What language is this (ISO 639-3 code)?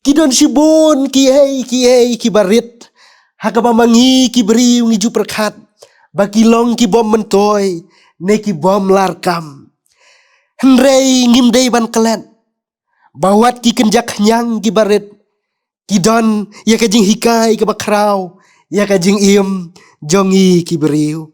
kha